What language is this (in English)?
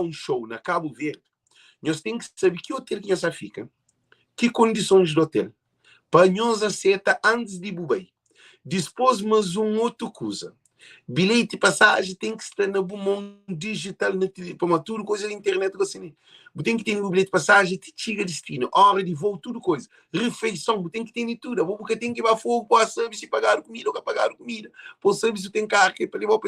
Kabuverdianu